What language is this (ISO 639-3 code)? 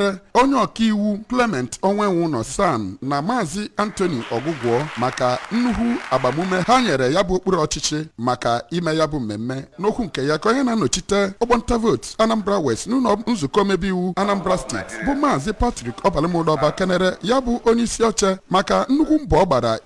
ibo